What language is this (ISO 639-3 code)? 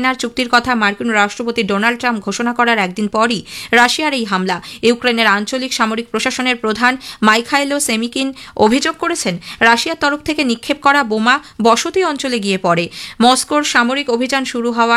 ben